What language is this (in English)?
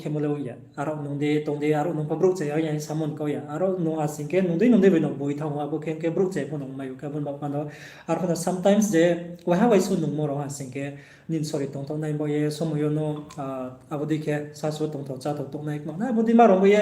Riang (India)